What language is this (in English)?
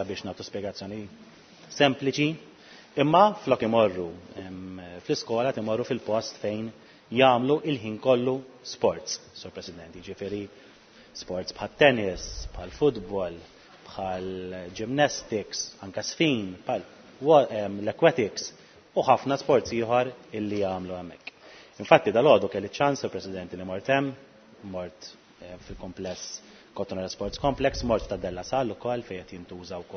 Maltese